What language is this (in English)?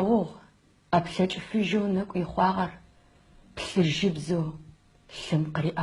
Adyghe